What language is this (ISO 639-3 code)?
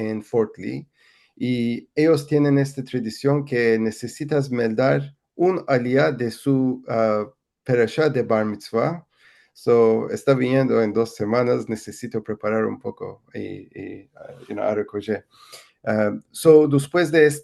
lad